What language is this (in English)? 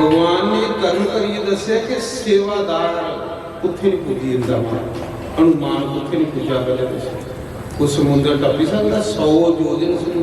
Dogri